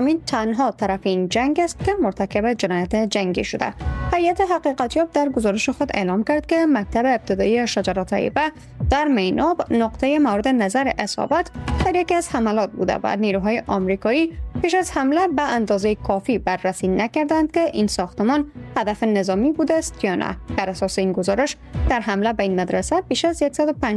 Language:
Persian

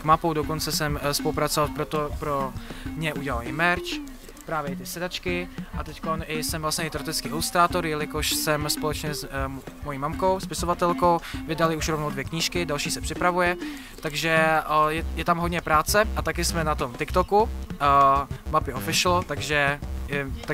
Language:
Czech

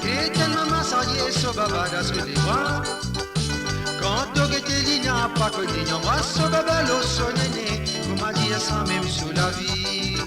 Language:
Morisyen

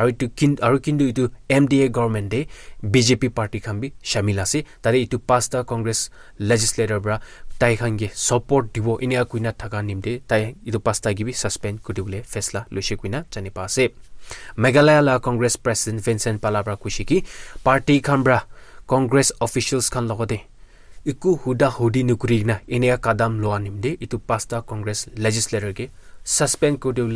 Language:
Naga Pidgin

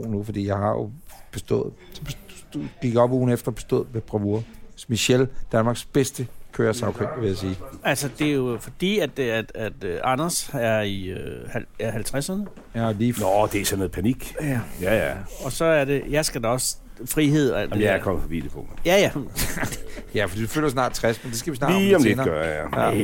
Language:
Danish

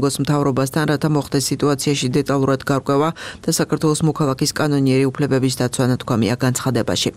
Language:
Georgian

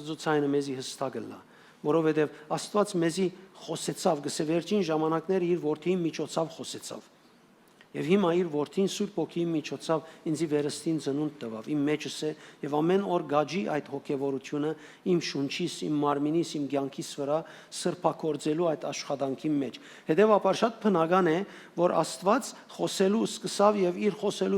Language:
Western Armenian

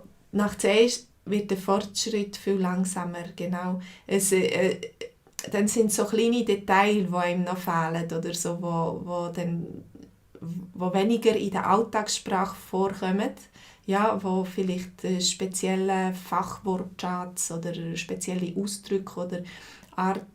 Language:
Swiss German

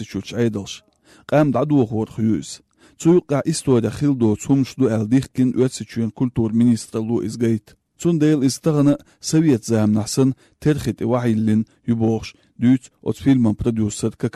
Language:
Chechen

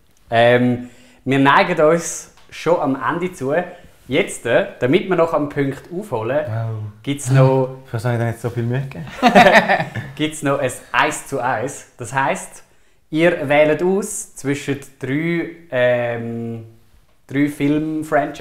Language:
Swiss German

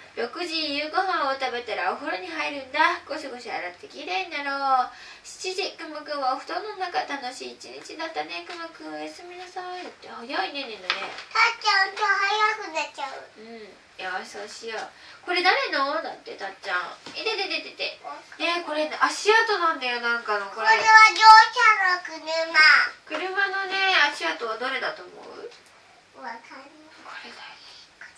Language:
Japanese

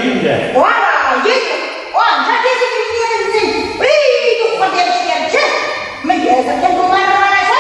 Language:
Chuvash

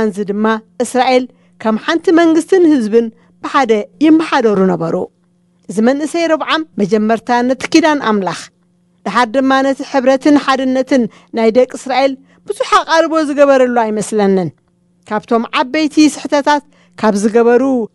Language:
Tigrinya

